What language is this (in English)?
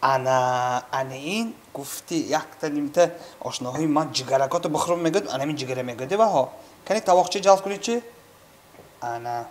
Tajik